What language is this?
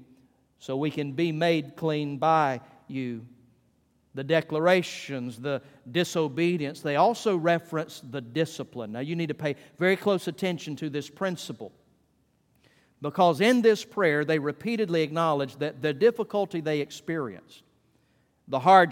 English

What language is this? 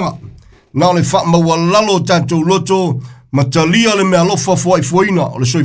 Samoan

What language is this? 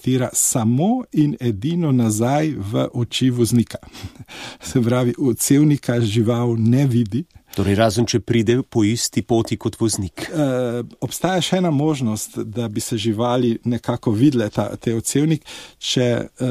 Slovenian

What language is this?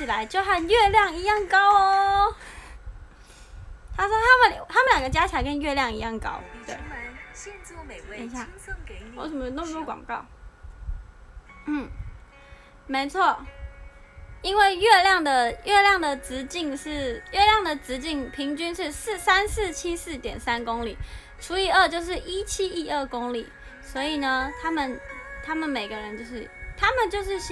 Chinese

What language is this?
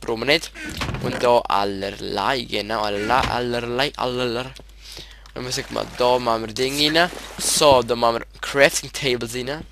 Swiss German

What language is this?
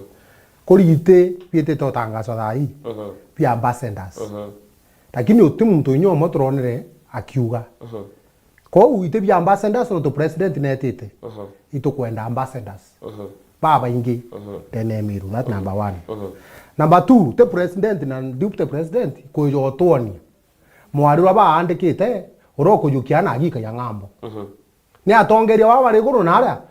Meru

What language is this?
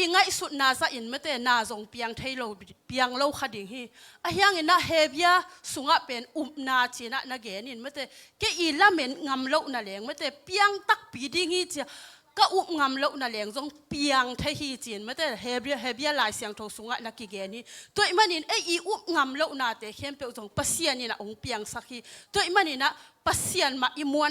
Tedim Chin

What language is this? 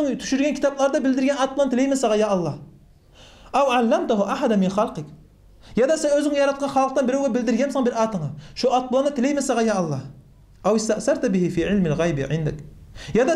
Kumyk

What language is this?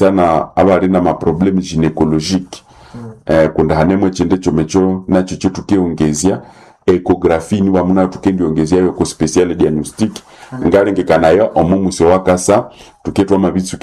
Nande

